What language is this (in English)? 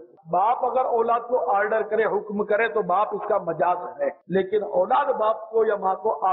Urdu